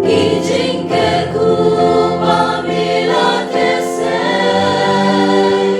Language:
Khasi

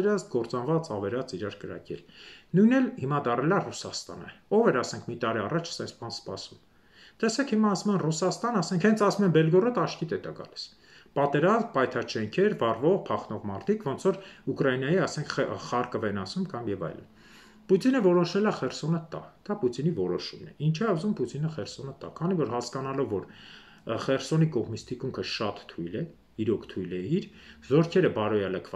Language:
Armenian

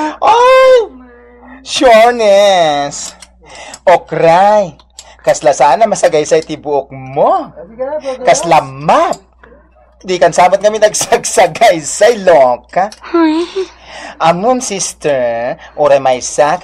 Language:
Iloko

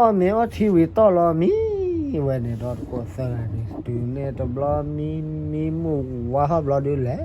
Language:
S'gaw Karen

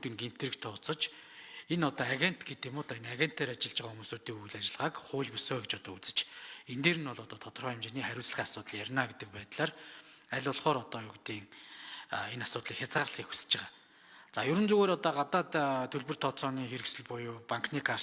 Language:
Mongolian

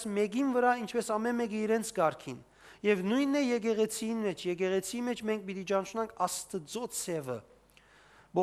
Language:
Western Armenian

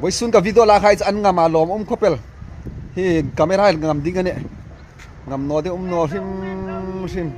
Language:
Hmar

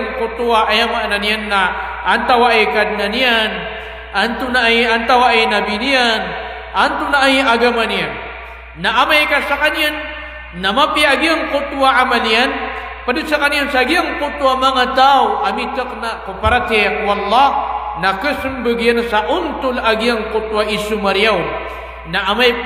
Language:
Maranao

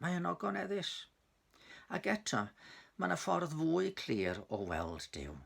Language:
Welsh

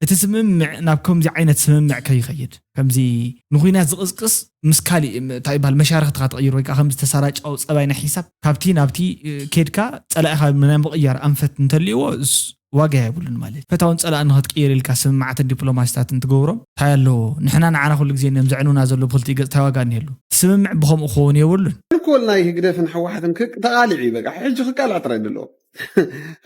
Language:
Tigrinya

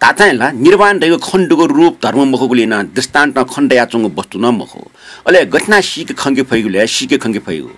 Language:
Newari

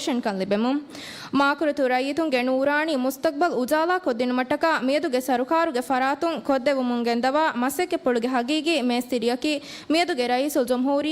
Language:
Divehi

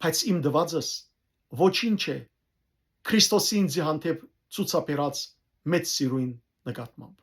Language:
Western Armenian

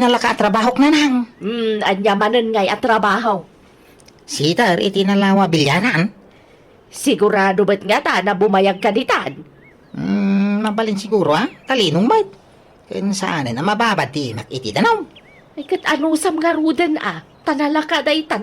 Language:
Iloko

